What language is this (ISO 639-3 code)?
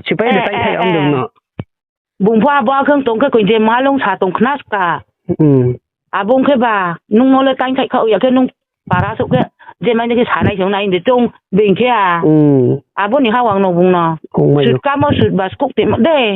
ria